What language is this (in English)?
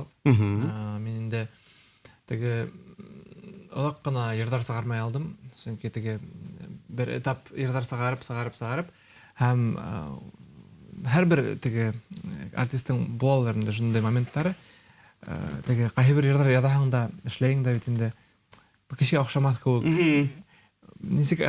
Bashkir